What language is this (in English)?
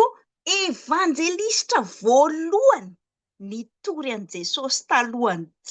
Malagasy